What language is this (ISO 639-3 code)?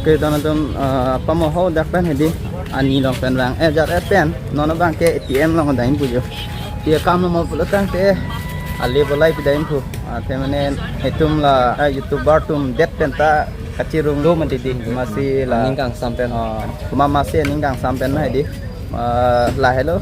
mjw